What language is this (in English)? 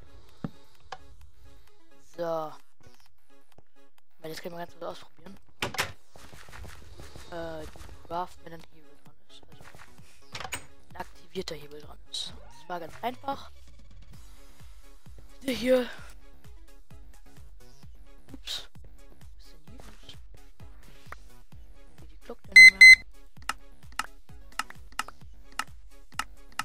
German